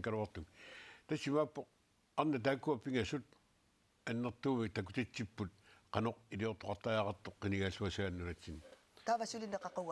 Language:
Kalaallisut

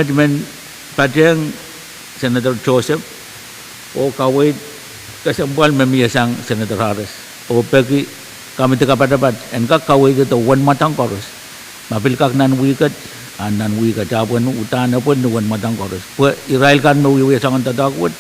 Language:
Pohnpeian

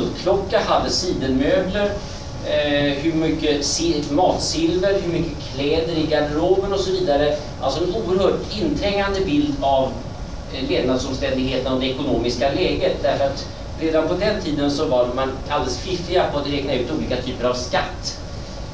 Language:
Swedish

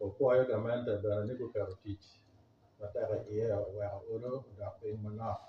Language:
Acoli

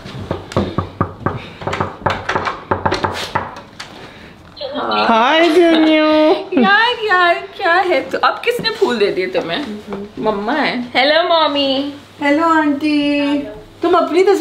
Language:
Hindi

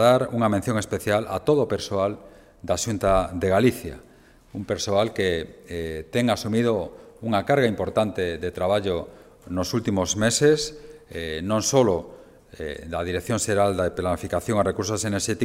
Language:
Galician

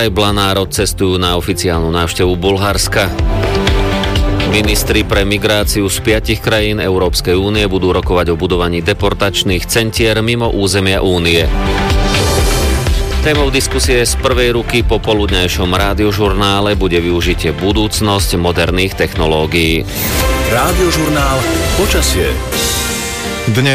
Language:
Slovak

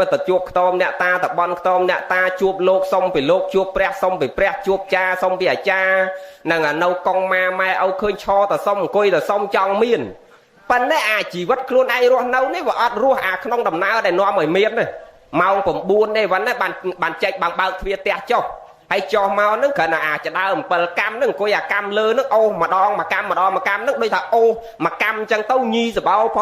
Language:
Khmer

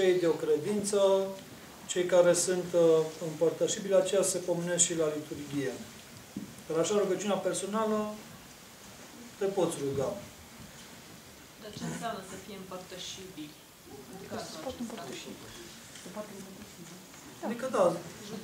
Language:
Romanian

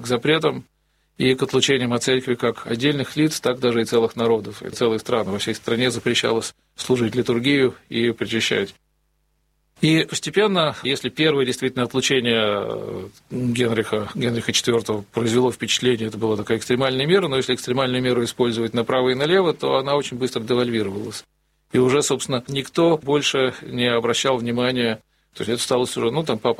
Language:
Russian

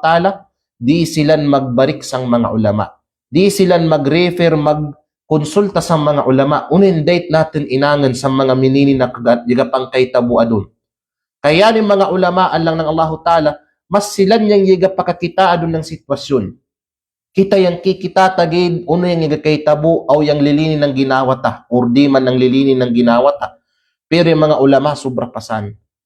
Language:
Kalagan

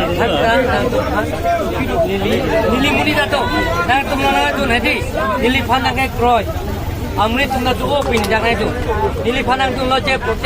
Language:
Karbi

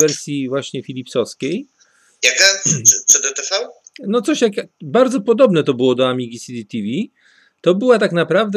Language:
Polish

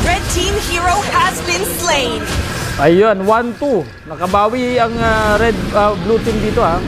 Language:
Bikol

